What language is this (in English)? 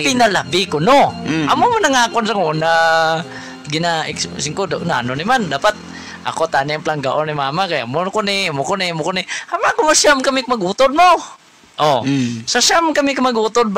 Hiligaynon